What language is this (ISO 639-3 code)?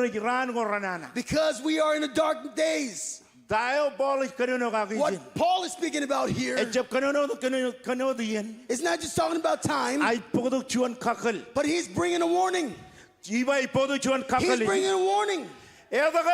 mah